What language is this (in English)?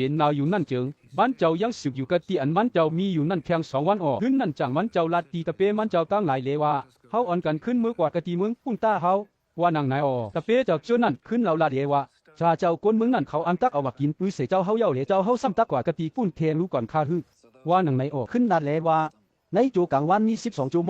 Shan